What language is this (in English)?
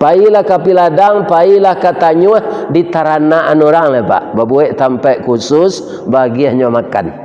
Minangkabau